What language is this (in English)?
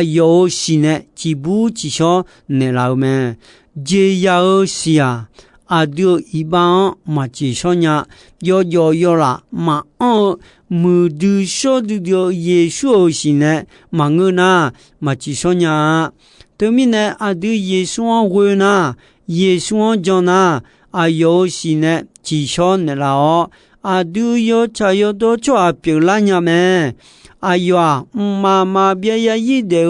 Akha